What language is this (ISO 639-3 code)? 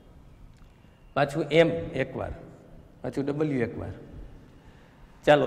guj